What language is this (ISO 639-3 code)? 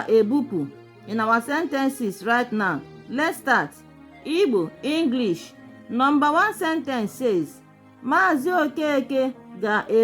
ibo